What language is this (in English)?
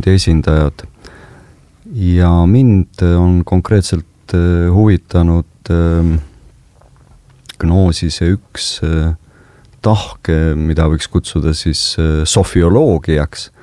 Estonian